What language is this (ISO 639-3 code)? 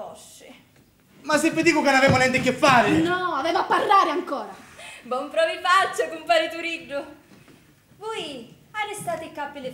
scn